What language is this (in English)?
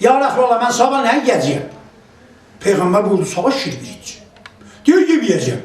South Azerbaijani